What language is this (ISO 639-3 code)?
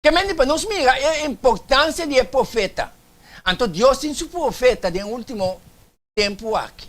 pap